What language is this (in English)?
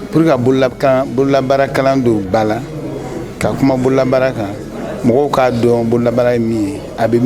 Bambara